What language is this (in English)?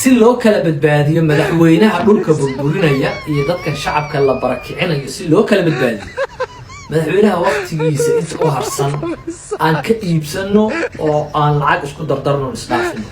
Somali